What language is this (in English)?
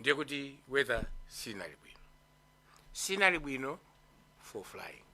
Nyanja